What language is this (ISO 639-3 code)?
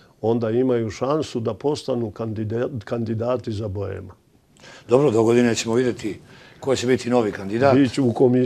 srp